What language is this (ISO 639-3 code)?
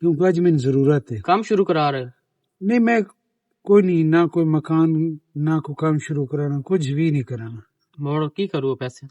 lah